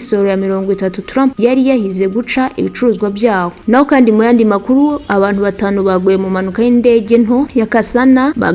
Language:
Kinyarwanda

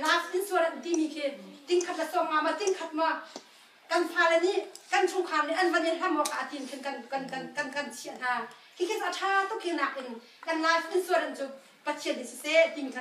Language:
Hakha Chin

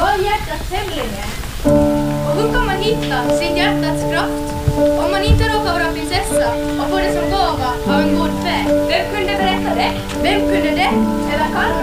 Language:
Swedish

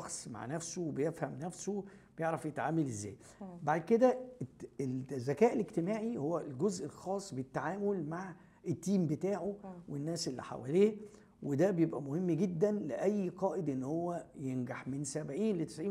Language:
Egyptian Arabic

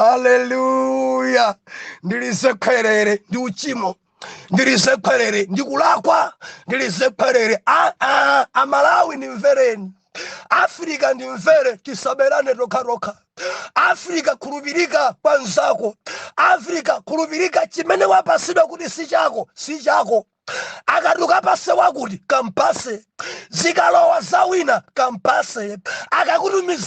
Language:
Nyanja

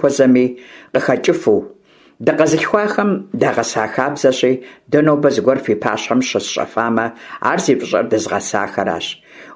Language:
Kabardian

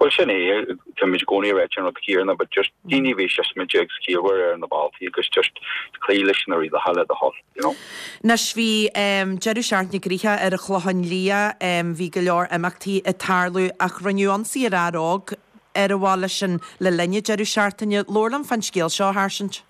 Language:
Irish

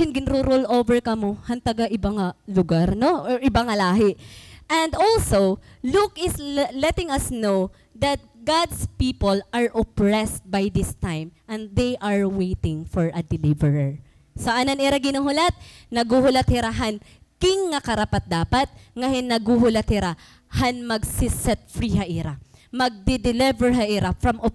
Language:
Waray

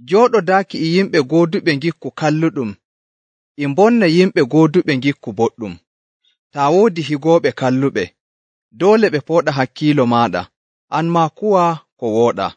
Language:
Nigerian Fulfulde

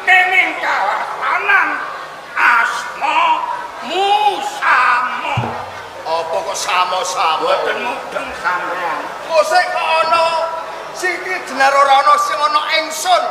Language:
Javanese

